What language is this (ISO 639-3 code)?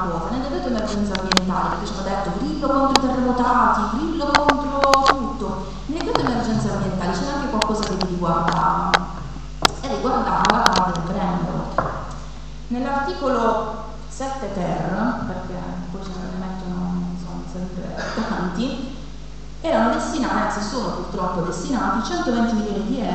ita